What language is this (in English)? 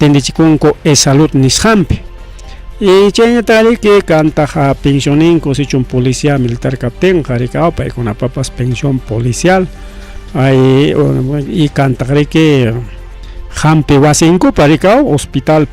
Ayacucho Quechua